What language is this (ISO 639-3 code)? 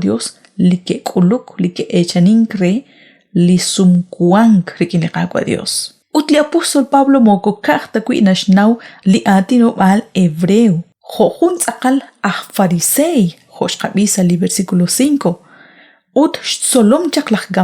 kek